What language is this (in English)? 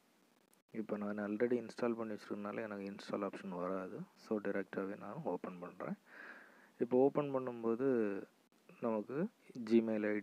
Tamil